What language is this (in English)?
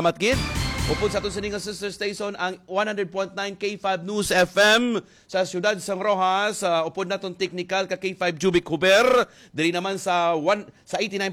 Hiligaynon